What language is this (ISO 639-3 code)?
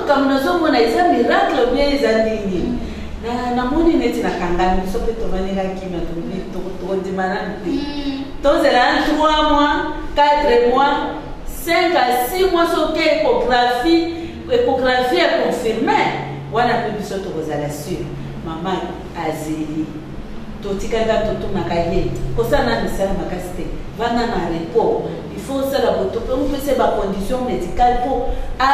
lin